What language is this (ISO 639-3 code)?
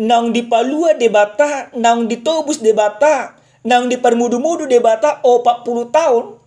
bbc